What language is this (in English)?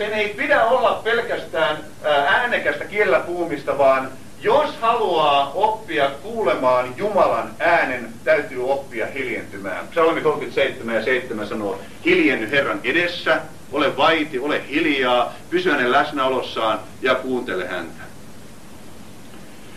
Finnish